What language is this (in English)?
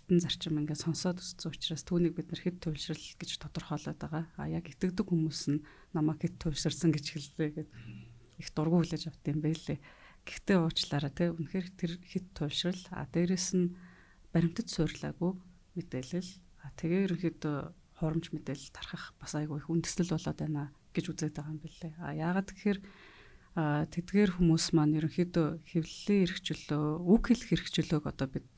Mongolian